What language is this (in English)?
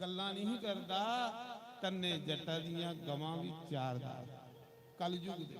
Dogri